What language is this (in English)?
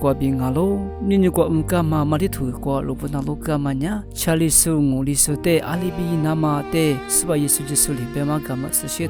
Lisu